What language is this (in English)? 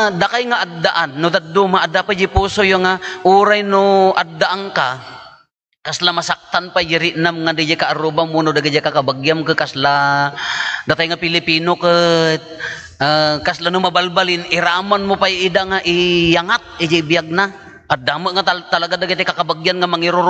Iloko